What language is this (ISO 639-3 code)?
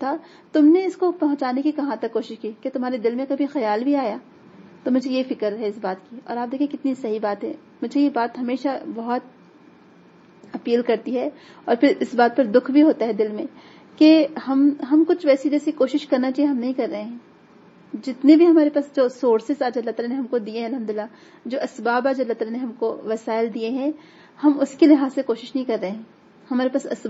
urd